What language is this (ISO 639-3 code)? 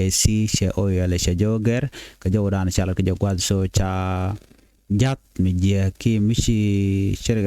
nus